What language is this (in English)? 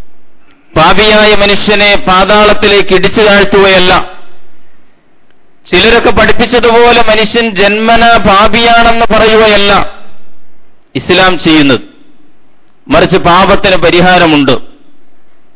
Malayalam